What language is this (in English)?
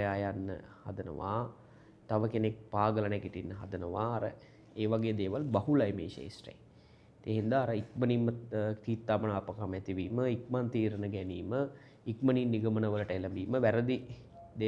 Sinhala